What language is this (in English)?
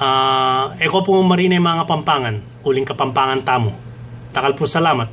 Pampanga